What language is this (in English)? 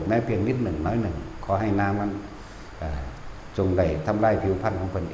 Northeastern Thai